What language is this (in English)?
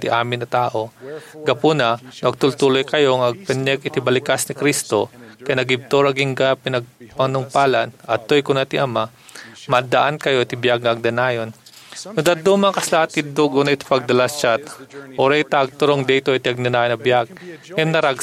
Iloko